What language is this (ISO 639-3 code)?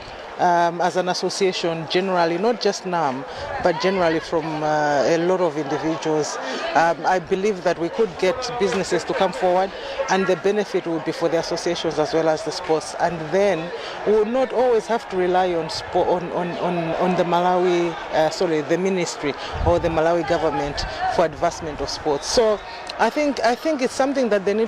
eng